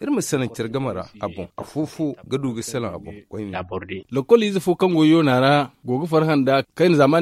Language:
Zarma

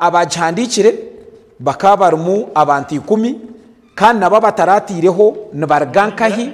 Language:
Nyankole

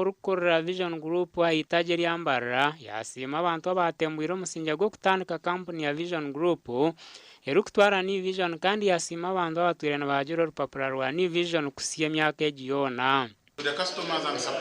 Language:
Nyankole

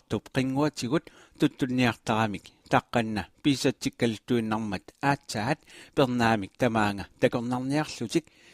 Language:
Kalaallisut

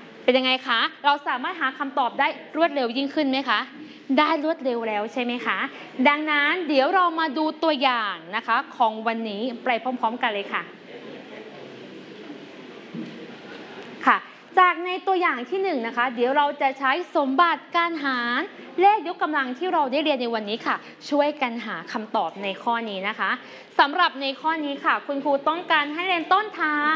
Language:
Thai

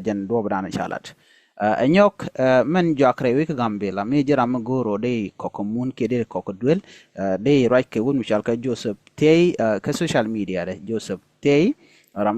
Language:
Nuer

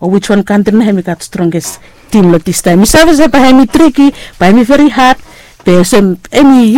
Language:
Bislama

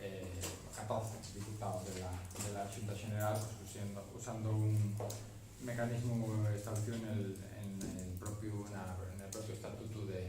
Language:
Asturian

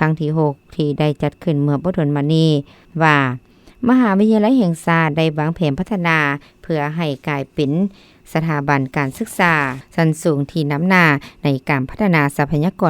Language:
Lao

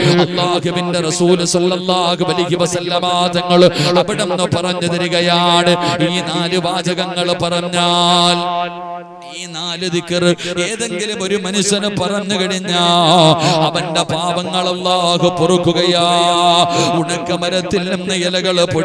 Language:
Malayalam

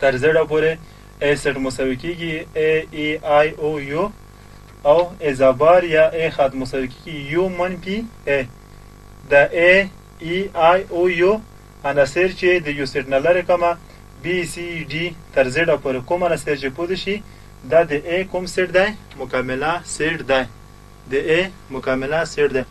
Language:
Pashto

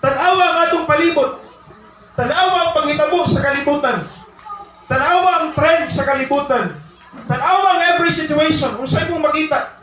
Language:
Cebuano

